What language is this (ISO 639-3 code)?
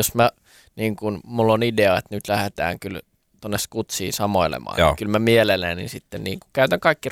fin